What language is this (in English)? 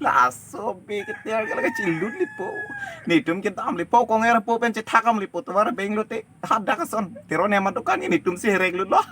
Karbi